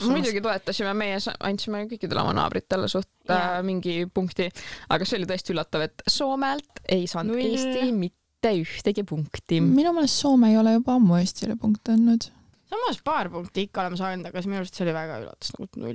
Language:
Estonian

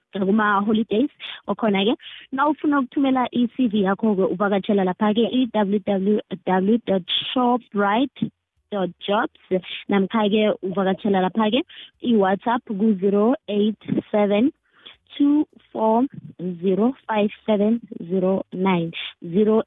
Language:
South Ndebele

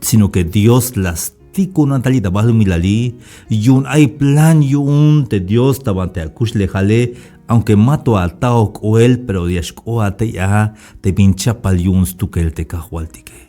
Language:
Tzeltal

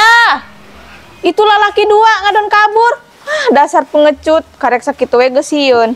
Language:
Sundanese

